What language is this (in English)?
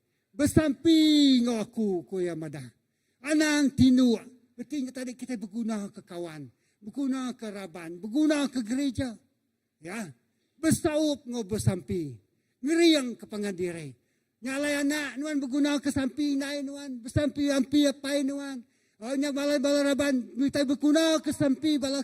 Iban